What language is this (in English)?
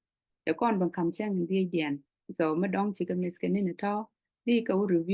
Nuer